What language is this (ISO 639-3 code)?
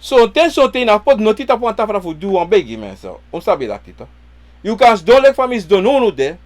srn